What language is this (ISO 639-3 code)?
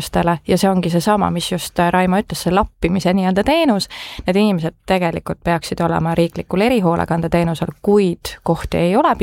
est